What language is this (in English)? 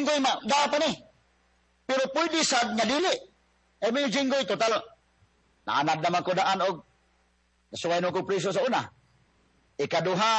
Cebuano